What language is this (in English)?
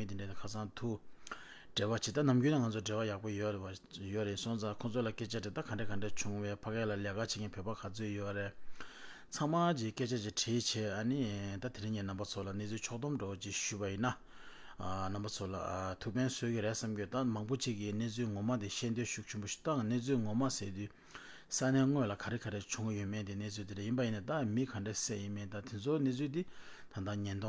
Tibetan